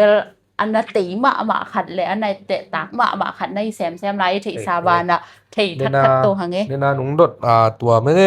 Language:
Tedim Chin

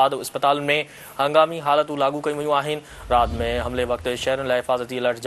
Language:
Sindhi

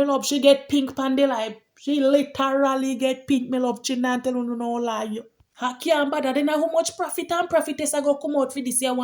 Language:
Jamaican Creole English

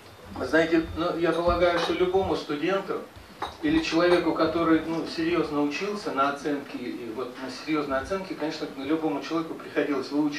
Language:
Russian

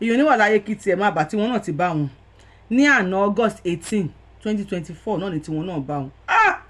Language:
Yoruba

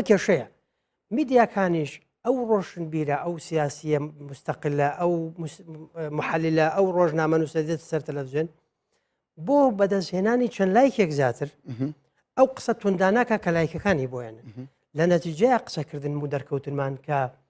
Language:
Central Kurdish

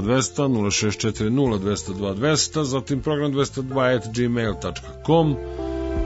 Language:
Serbian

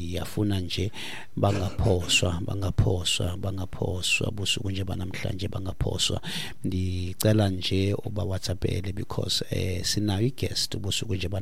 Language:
Xhosa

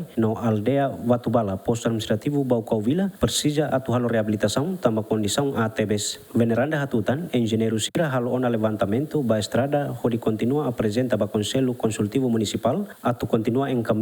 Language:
Tetum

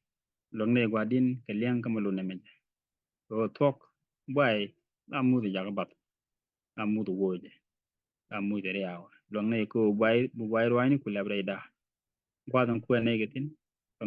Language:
Nuer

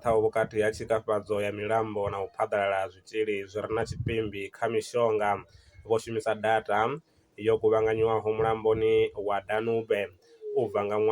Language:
Venda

